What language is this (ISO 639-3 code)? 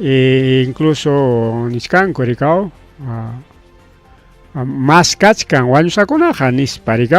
quy